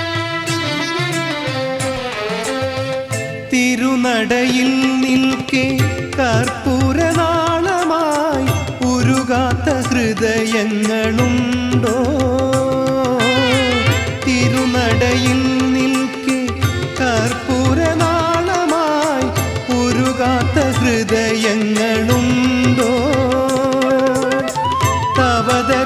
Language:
Malayalam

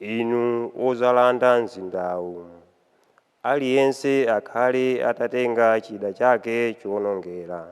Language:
Nyanja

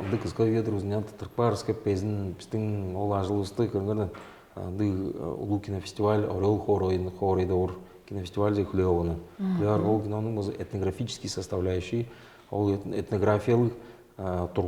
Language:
Tuvinian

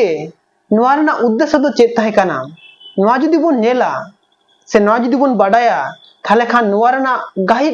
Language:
Santali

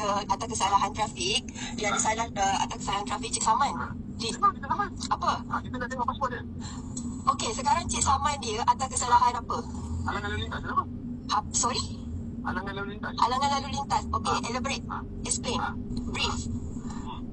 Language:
Malay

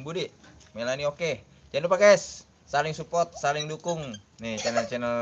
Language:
Betawi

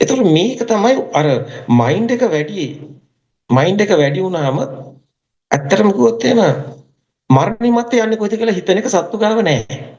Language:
Sinhala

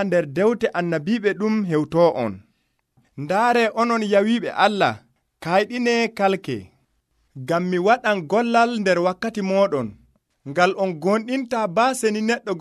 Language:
Nigerian Fulfulde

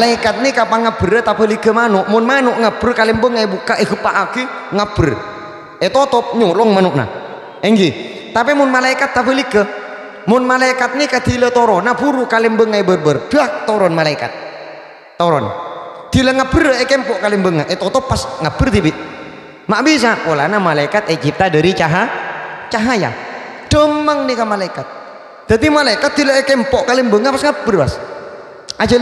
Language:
Madurese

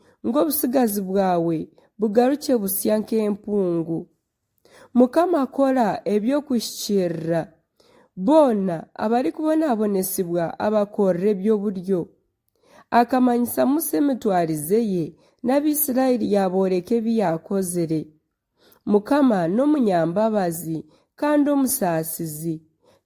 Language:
Nyankole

